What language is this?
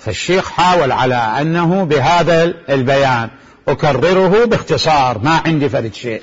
Mesopotamian Arabic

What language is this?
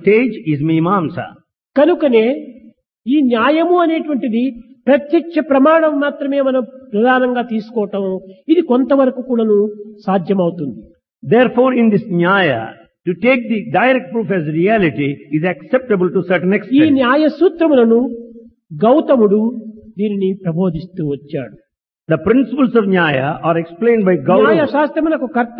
Telugu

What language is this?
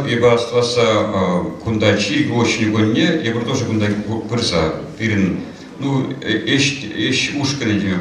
Chuvash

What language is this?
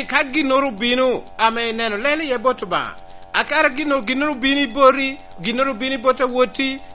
Lango (Uganda)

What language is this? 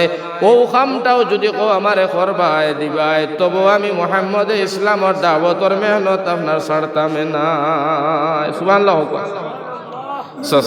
Sylheti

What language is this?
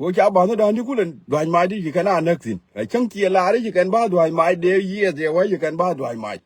Nuer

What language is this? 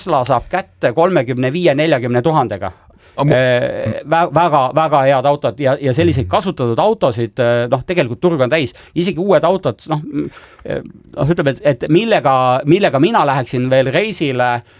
Estonian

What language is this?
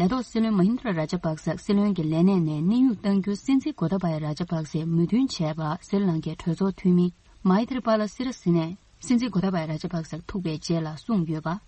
Tibetan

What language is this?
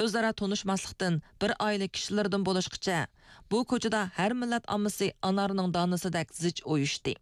Uyghur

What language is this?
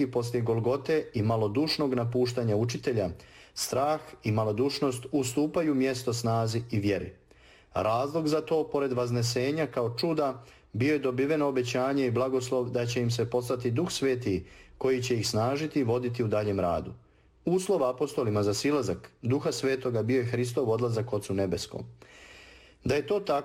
Serbian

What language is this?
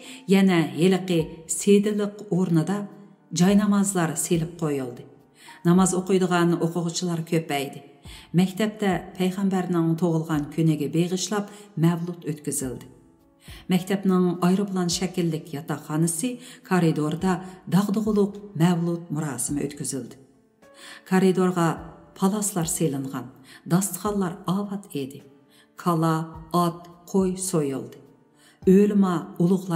Uyghur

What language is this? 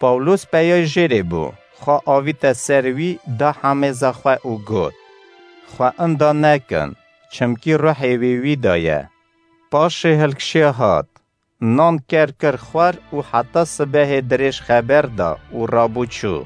Kurdish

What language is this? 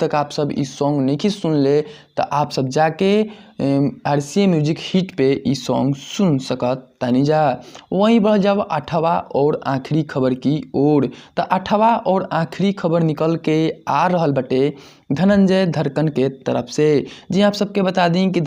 Bhojpuri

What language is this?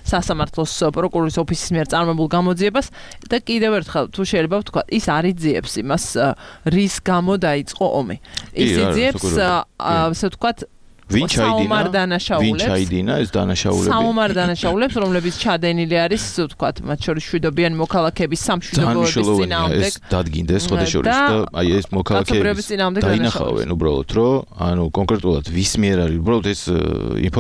Georgian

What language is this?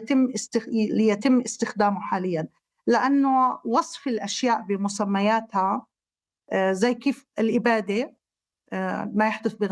North Levantine Arabic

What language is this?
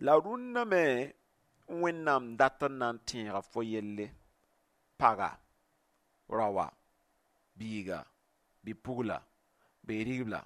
Mossi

